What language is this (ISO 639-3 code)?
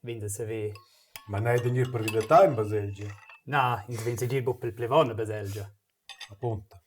roh